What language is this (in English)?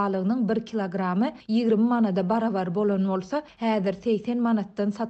Turkmen